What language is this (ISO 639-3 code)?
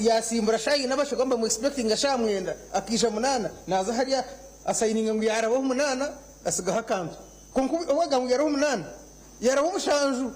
nyn